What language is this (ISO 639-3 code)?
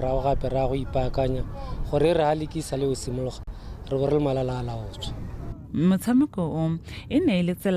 tsn